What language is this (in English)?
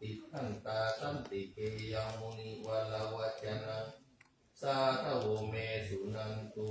Pali